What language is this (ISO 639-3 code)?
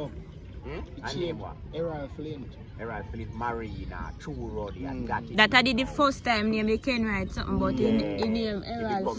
jam